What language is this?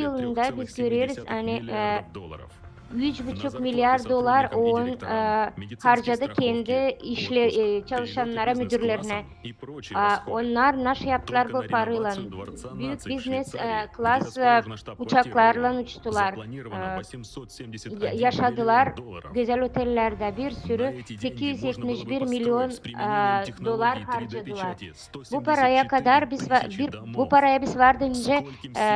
Gagauz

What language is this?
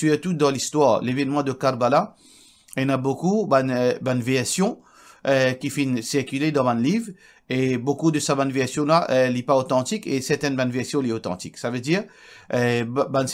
Morisyen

